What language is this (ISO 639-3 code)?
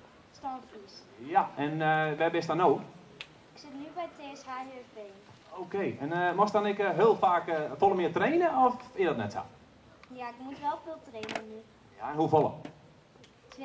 fry